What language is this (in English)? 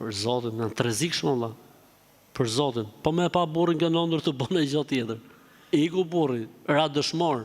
Albanian